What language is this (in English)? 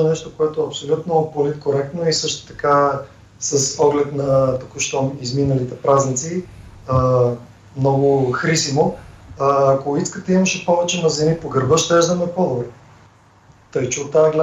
Bulgarian